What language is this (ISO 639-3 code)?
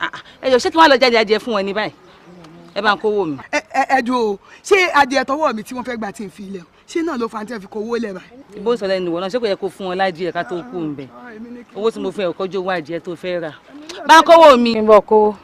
yor